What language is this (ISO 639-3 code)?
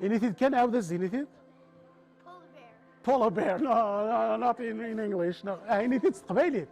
kab